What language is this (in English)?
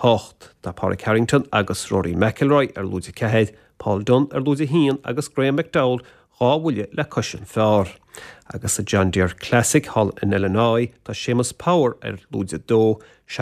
Irish